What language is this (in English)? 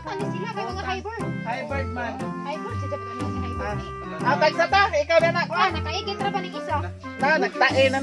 Cebuano